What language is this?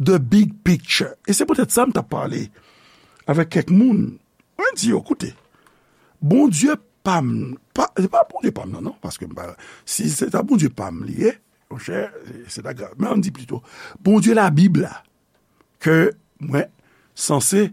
Haitian Creole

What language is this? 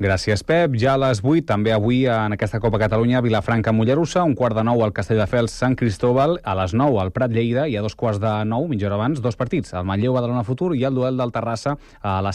Catalan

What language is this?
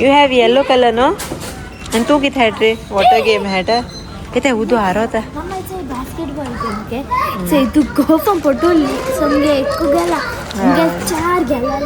Konkani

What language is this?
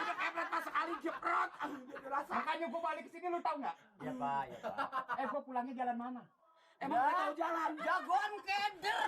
Betawi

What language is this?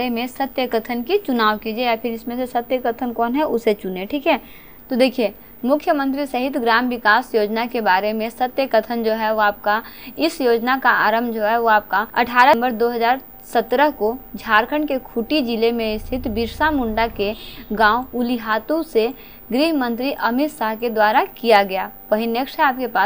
Hindi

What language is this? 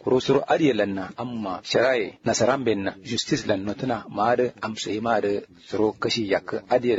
Kanuri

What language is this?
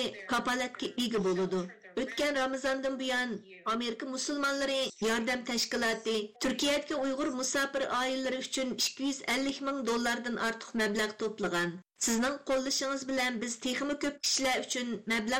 Uyghur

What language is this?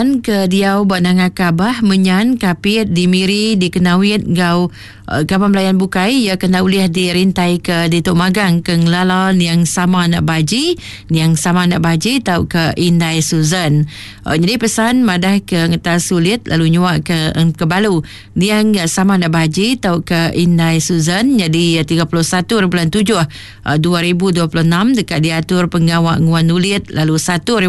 Iban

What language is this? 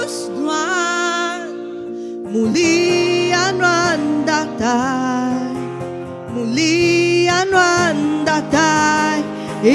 Iban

